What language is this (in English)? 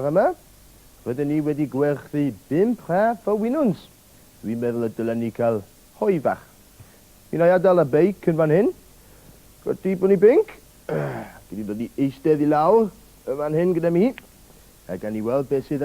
Welsh